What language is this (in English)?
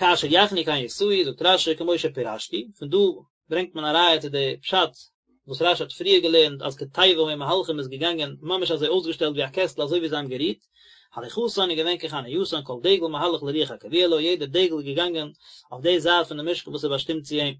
Yiddish